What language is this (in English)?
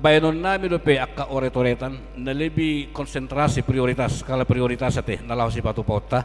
Batak Toba